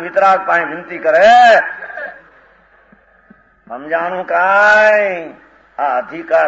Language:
Gujarati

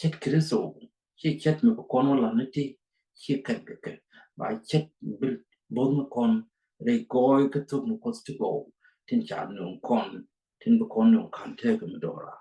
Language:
Nuer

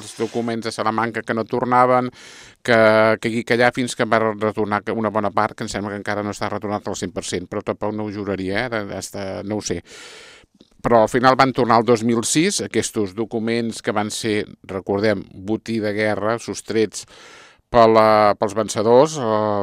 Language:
Catalan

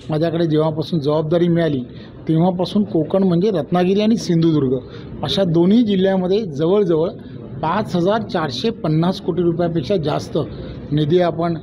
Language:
Marathi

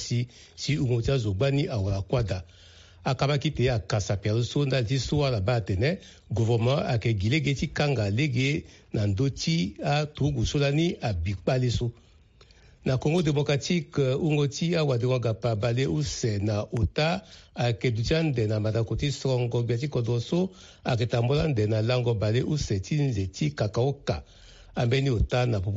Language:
Sango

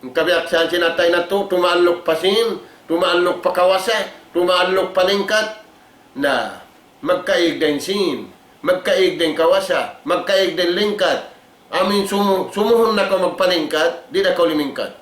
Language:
Tausug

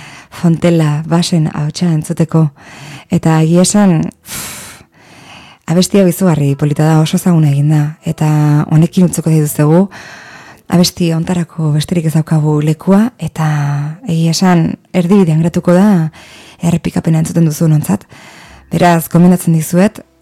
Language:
Basque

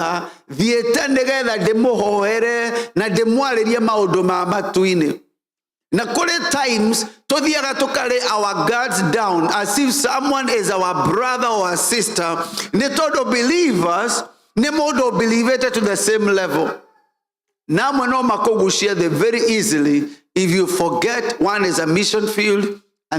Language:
Kikuyu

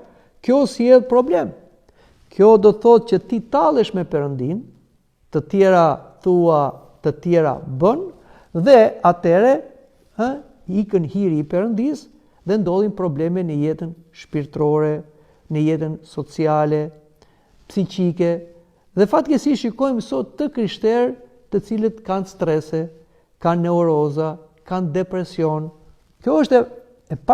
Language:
Albanian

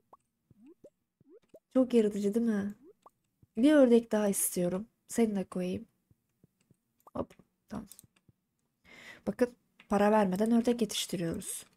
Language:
Turkish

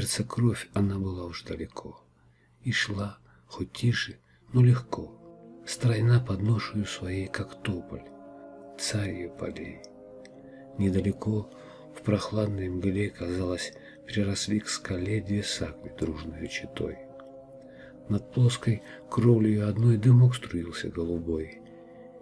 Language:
Russian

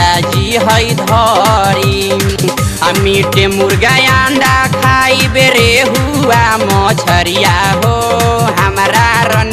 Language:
Bhojpuri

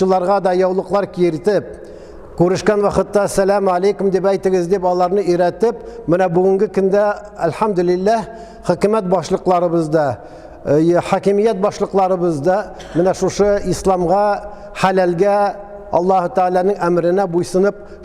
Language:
Tatar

